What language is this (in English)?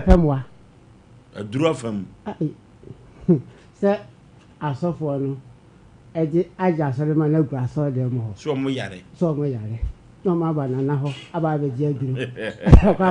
Akan